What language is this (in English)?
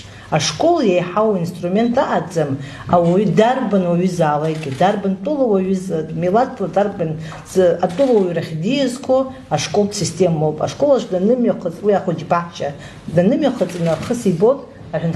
Abkhazian